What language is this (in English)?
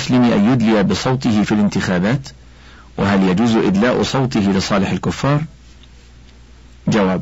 Arabic